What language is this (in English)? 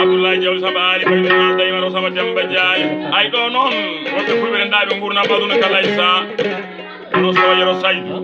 Fula